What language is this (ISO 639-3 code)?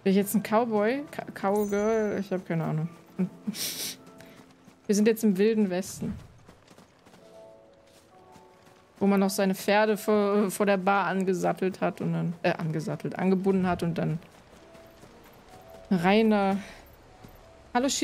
deu